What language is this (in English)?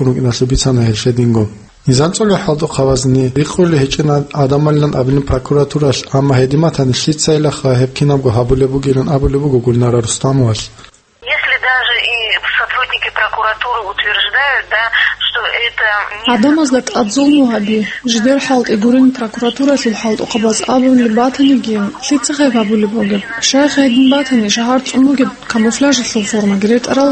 Avaric